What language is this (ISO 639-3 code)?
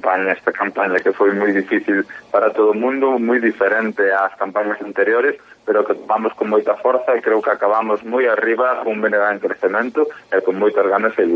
glg